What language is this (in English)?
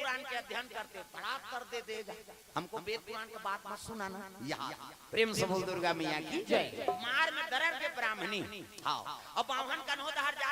Chhattisgarhi